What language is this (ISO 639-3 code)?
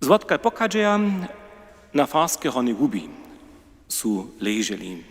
hsb